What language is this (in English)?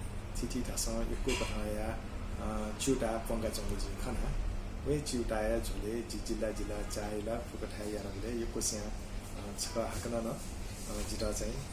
Newari